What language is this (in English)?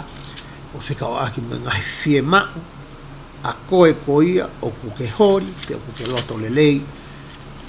Tongan